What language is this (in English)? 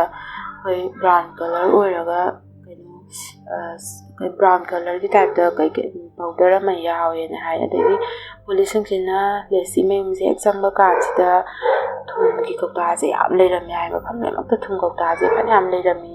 Manipuri